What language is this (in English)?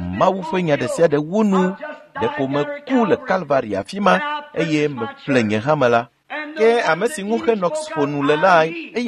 Ewe